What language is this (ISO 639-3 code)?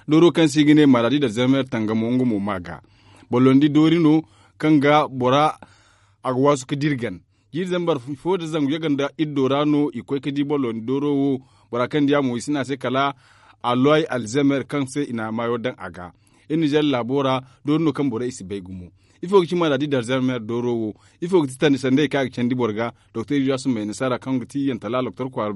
dje